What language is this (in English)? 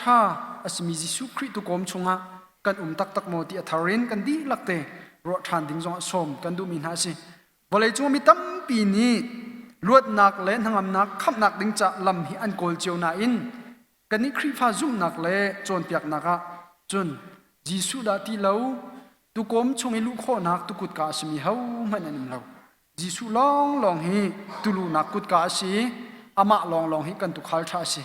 Hakha Chin